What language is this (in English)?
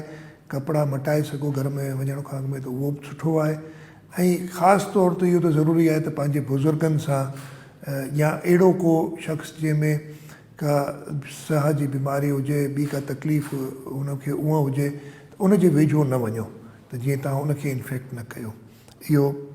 Sindhi